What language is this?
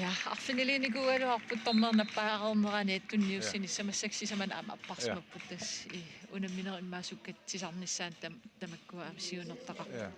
Kalaallisut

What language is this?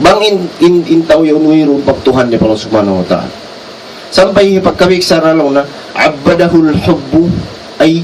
Tausug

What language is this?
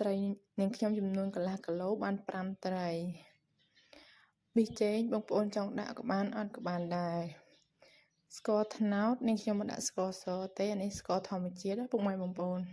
Khmer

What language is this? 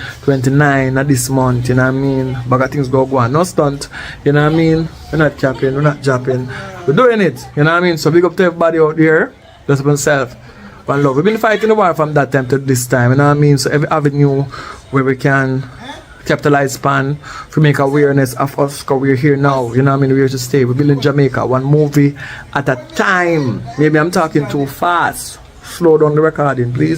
Jamaican Creole English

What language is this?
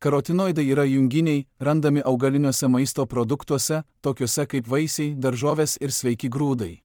Lithuanian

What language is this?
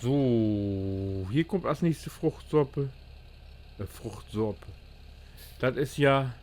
Low German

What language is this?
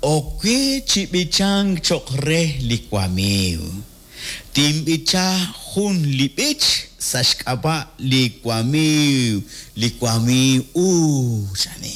Kekchí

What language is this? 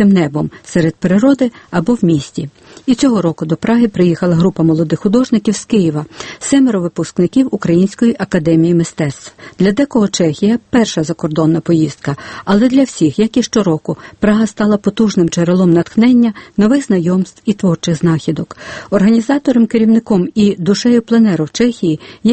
Ukrainian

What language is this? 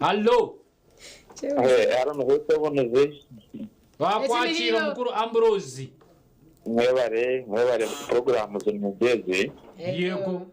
Nyankole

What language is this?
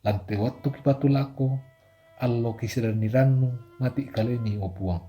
Toraja-Sa'dan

